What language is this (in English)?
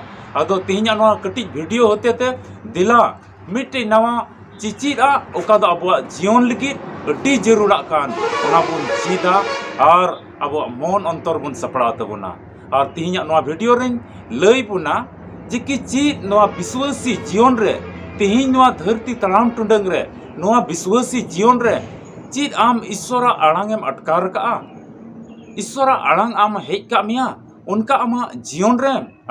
Santali